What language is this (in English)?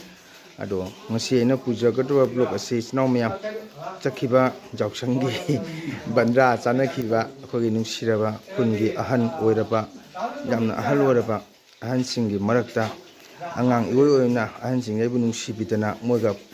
Manipuri